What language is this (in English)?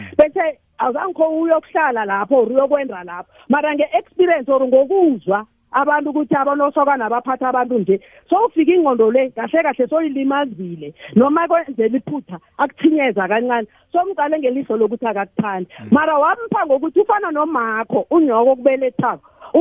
South Ndebele